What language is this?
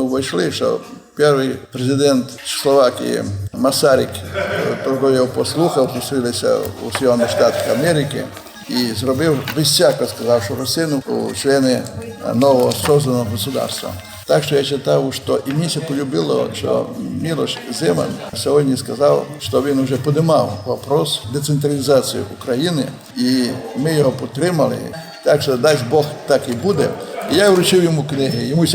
Rusyn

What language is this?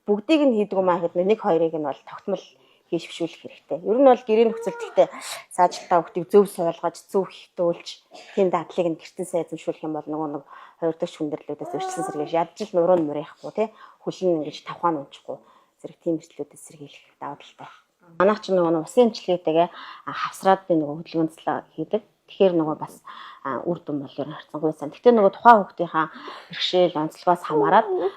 Mongolian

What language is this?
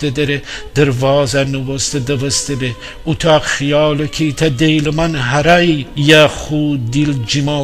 Gilaki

